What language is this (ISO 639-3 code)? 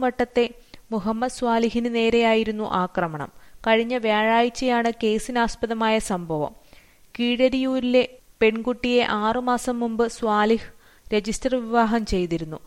mal